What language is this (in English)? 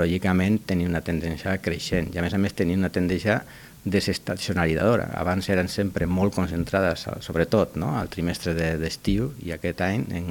Catalan